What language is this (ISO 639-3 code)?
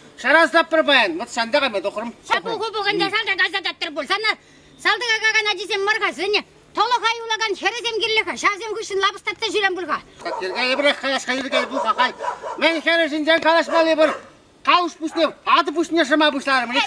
chv